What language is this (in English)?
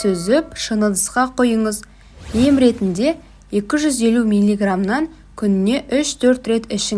Kazakh